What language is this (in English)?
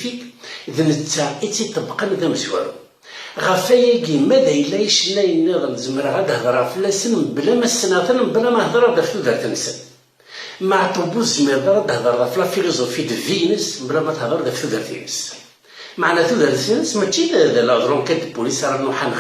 Kabyle